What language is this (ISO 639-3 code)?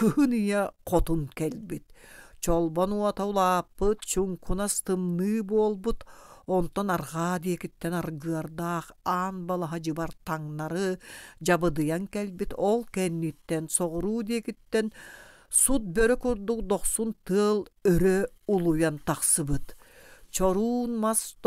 sah